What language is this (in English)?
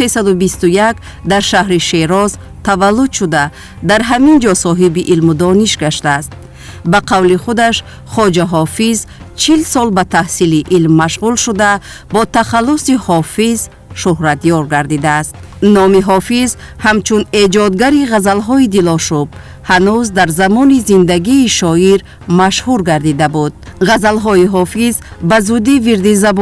Tajik